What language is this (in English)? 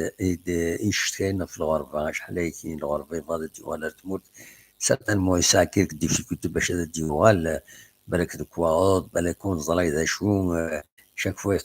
Kabyle